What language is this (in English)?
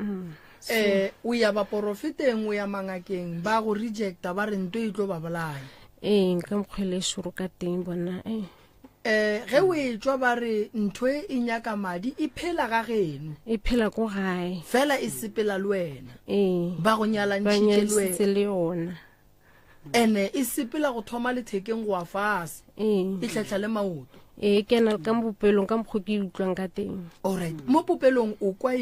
Northern Sotho